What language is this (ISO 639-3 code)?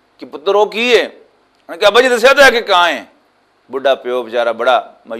lah